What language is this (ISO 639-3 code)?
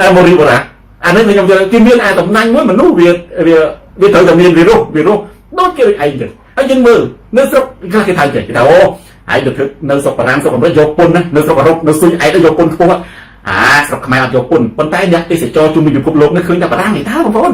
khm